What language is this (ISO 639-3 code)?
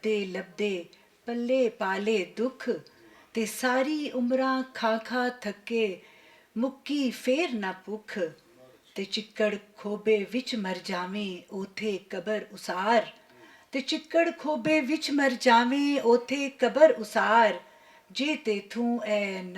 lah